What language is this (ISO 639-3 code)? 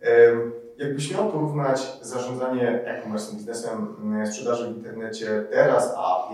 pol